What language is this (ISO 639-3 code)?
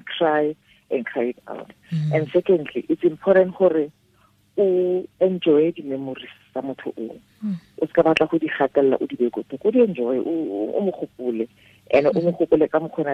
tsn